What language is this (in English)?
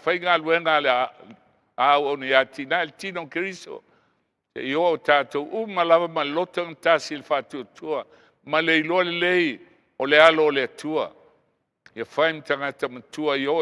Samoan